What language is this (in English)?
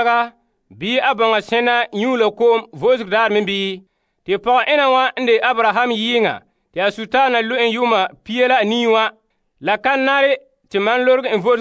Frafra